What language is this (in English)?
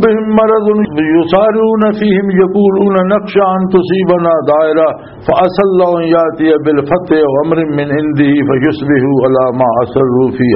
Western Panjabi